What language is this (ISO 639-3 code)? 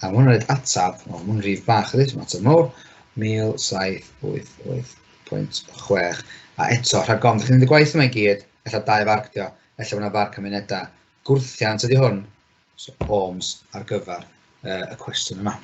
cym